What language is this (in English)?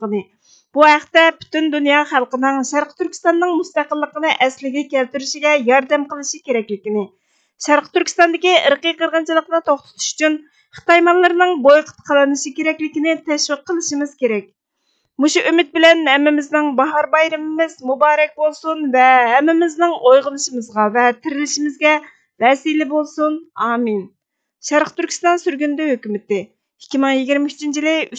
Uyghur